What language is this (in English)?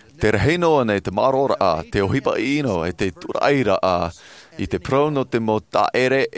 Tahitian